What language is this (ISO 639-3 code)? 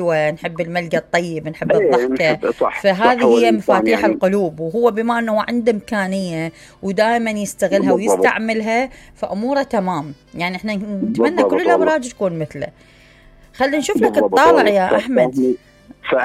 acm